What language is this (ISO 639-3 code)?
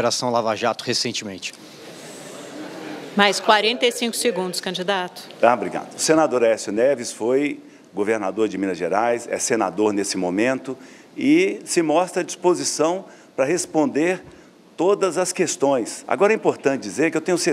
por